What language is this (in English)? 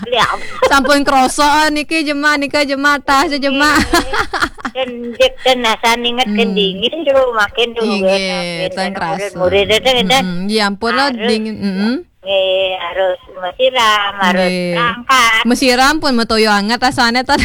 Balinese